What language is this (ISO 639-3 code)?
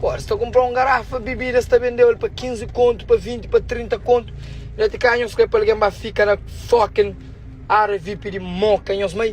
kea